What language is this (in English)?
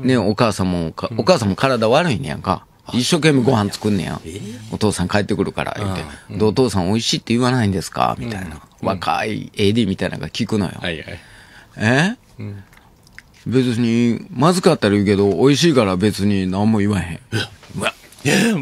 Japanese